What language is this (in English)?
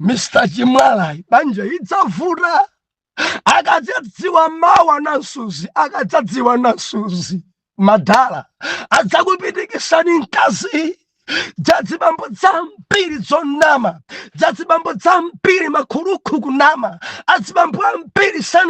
Nyanja